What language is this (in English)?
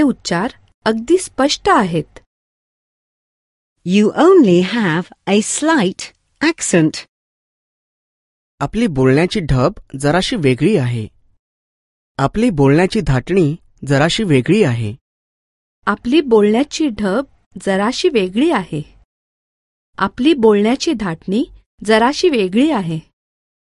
Marathi